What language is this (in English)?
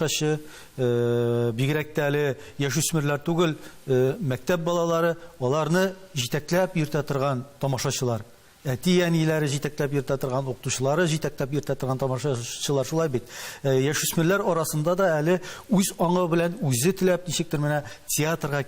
Tatar